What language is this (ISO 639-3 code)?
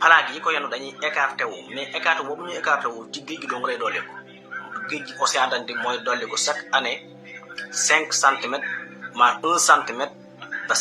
wol